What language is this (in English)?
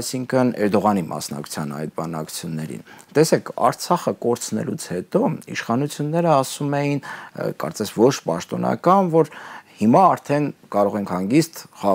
Armenian